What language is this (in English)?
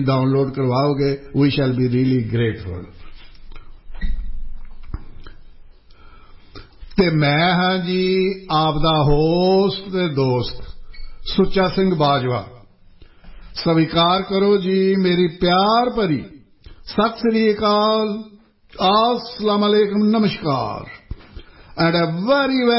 Punjabi